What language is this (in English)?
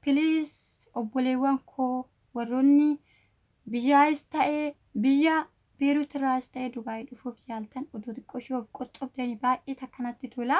Oromo